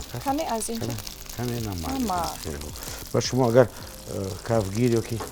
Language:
Tajik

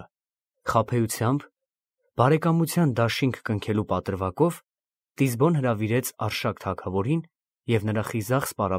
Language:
Armenian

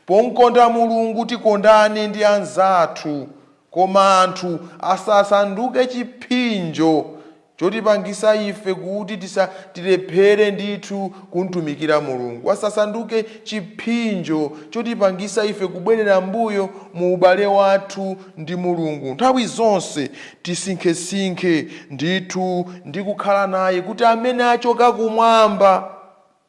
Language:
Nyanja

